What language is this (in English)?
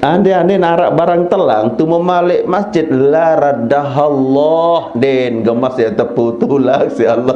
Sasak